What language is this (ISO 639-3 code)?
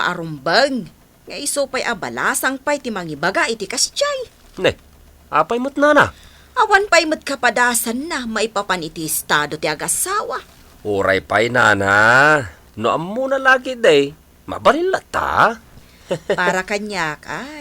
ilo